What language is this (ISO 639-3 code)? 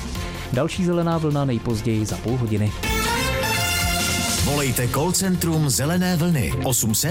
ces